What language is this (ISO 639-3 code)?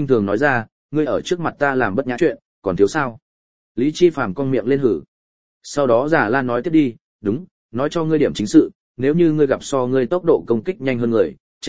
vie